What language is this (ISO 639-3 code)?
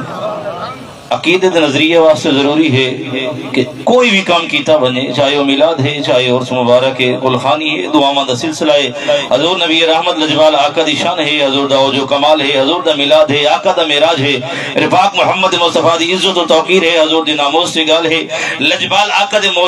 skr